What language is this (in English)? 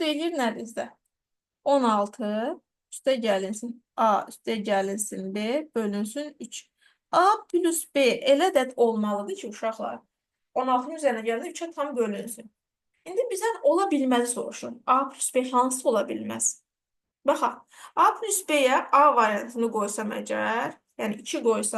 Azerbaijani